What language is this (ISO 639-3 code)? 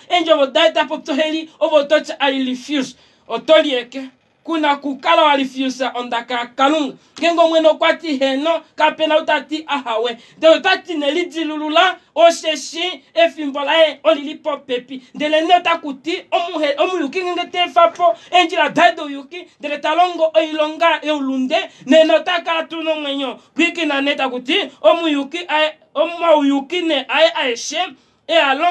kua